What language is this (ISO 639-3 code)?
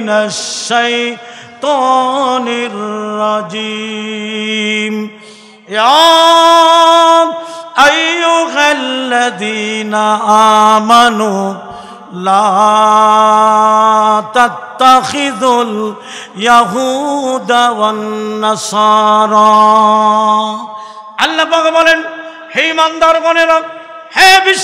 ben